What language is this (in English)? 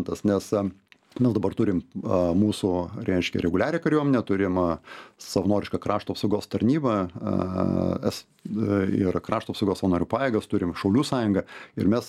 Lithuanian